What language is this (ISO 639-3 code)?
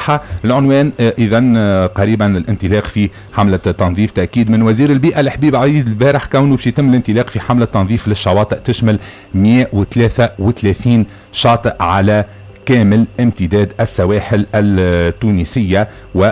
aeb